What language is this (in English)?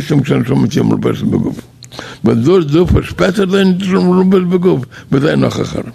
Yiddish